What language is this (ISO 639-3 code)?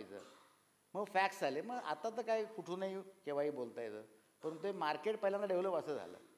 mar